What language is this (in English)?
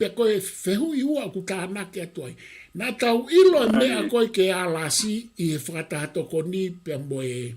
Tongan